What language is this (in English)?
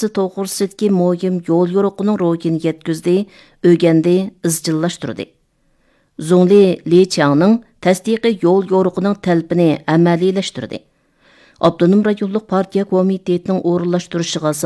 Uyghur